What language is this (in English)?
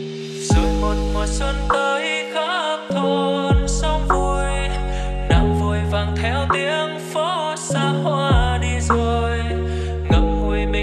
Vietnamese